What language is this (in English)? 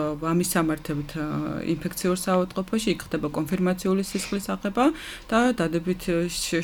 Georgian